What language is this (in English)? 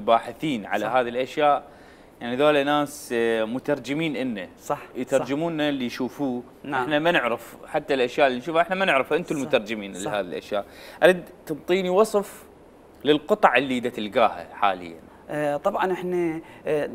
Mesopotamian Arabic